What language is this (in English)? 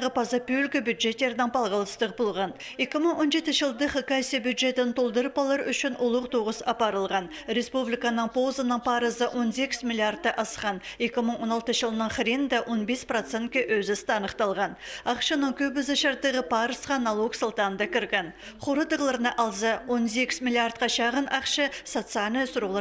Khakas